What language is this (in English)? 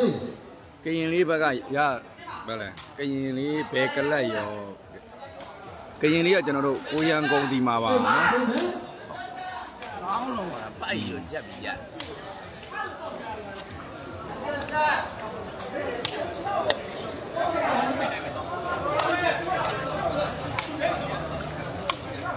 Burmese